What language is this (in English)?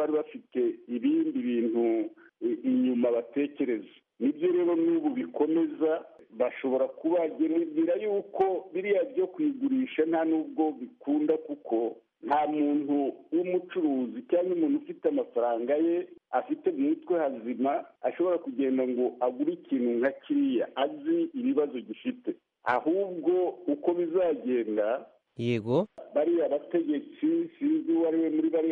Kinyarwanda